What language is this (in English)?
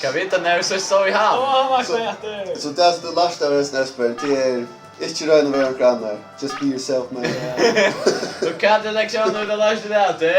Faroese